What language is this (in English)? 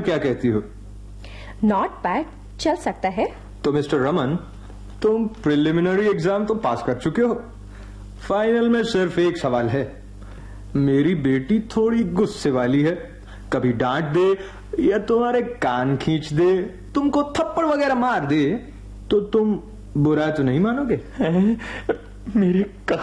Hindi